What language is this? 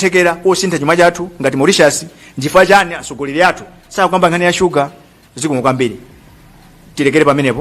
Nyanja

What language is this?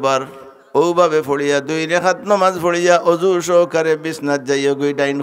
Sylheti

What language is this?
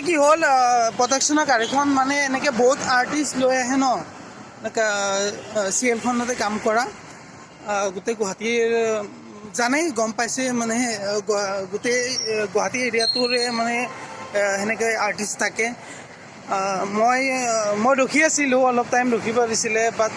Assamese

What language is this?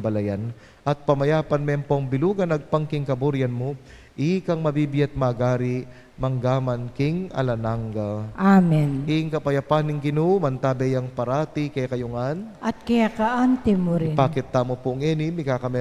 Pampanga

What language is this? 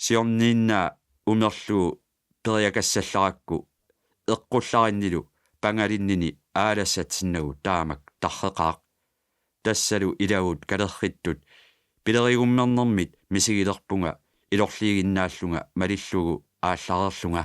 Kalaallisut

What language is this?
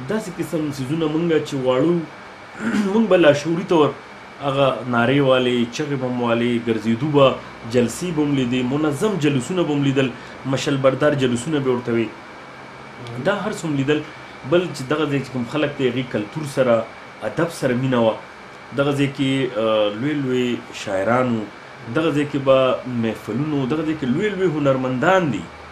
Pashto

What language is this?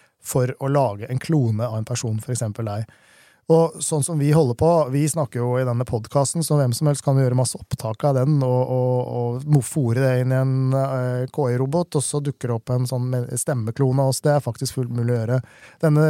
Norwegian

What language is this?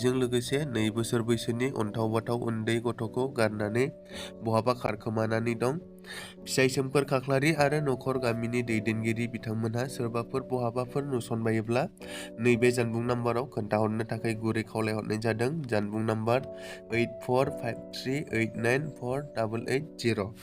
Bodo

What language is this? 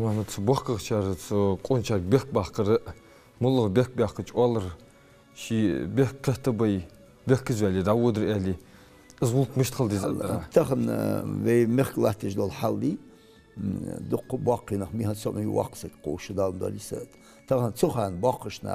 Ingush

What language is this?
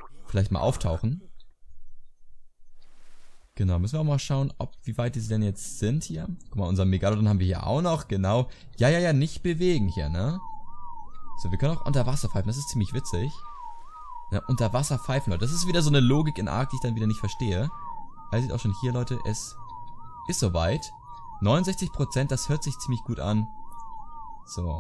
German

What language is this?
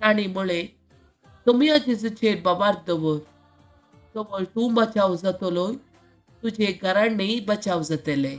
Konkani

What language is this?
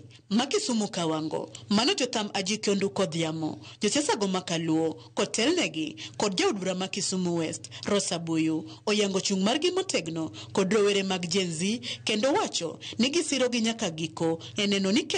Luo (Kenya and Tanzania)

